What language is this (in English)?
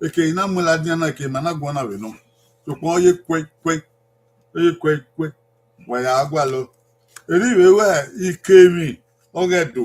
Bini